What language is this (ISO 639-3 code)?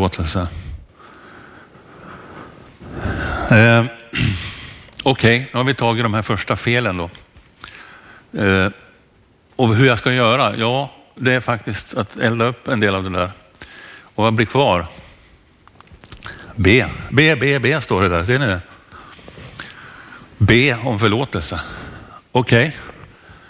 swe